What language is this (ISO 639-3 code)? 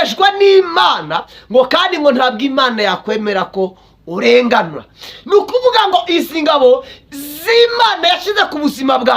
kin